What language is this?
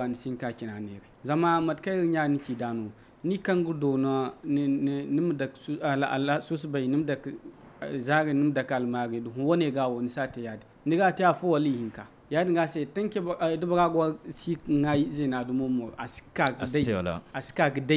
Zarma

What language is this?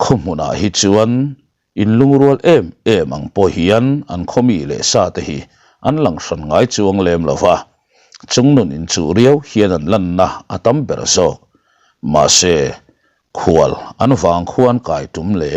Mizo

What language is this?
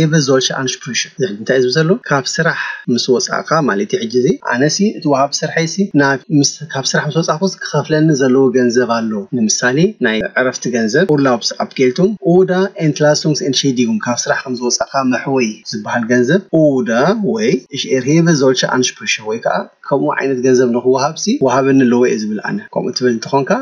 Tigrinya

